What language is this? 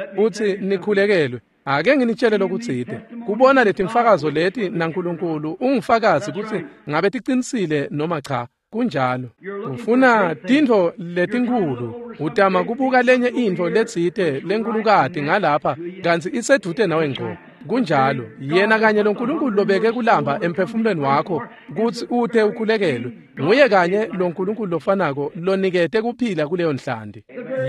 Swati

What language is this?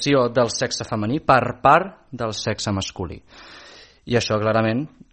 Catalan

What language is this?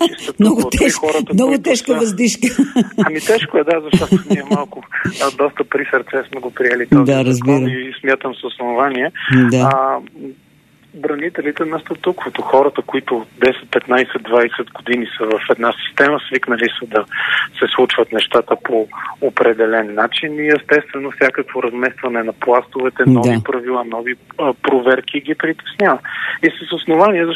Bulgarian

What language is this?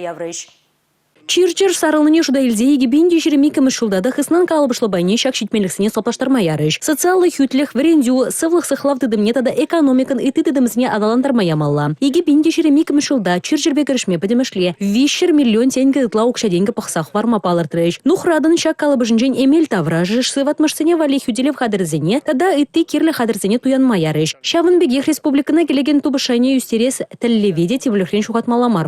Chuvash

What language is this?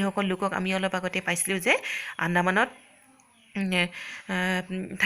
Assamese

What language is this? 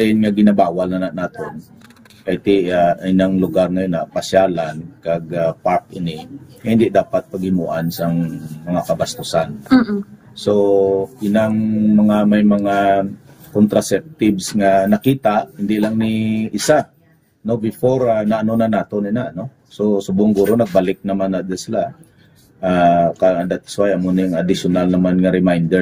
Hiligaynon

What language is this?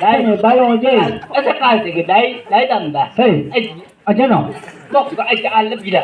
Chang Naga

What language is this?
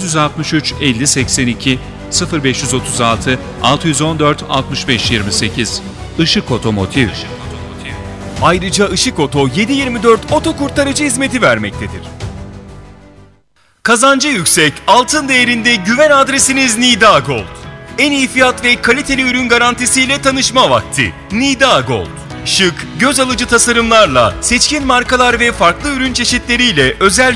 Turkish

